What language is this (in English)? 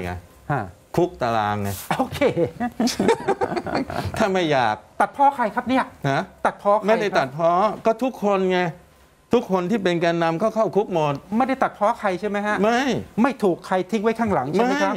Thai